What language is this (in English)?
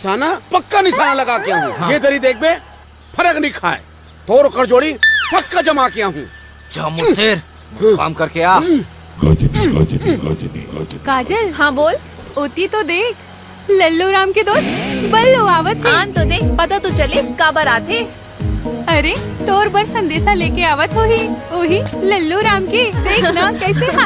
Chhattisgarhi